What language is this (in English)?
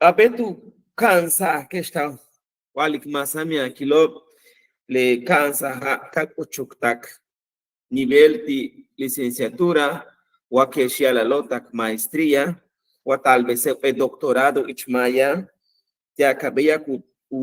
Yucateco